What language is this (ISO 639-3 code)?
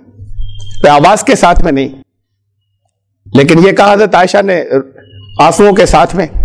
urd